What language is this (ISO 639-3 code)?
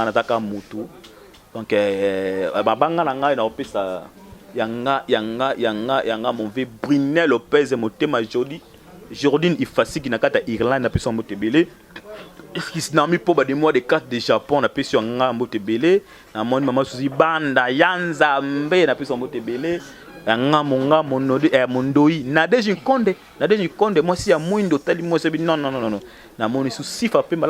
lin